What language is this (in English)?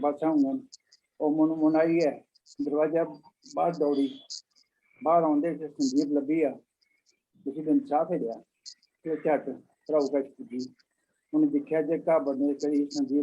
Dogri